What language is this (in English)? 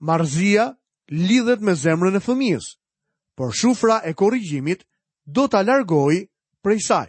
Albanian